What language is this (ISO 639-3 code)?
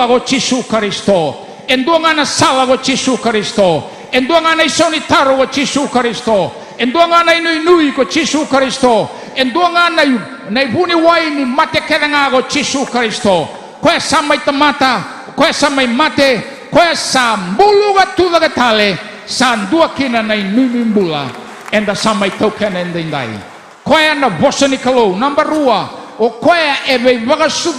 fij